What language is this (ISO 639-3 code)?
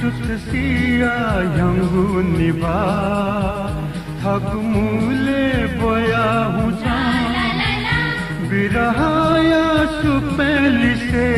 new